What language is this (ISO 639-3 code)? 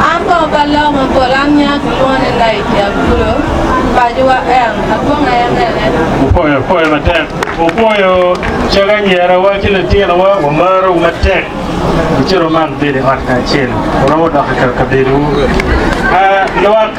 ach